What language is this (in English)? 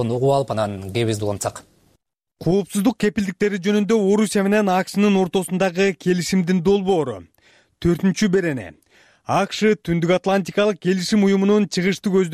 Kyrgyz